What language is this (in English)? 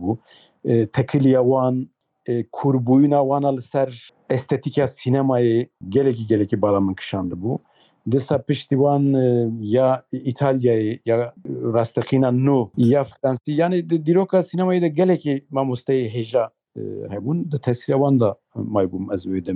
Kurdish